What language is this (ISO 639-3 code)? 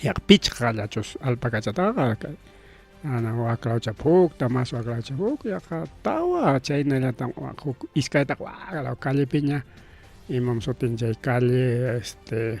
quy